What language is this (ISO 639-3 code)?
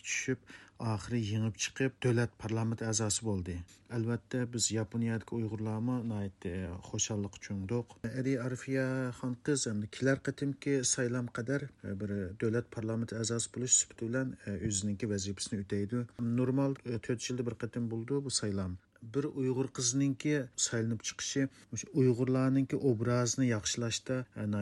uig